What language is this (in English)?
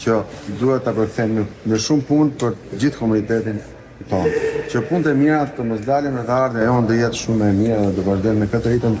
Albanian